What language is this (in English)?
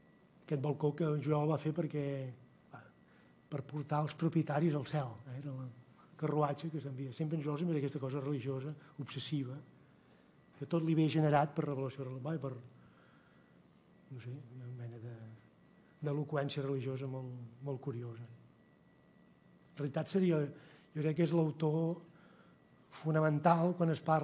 Catalan